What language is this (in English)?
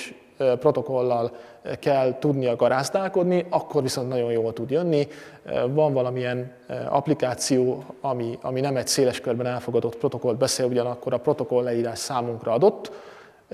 Hungarian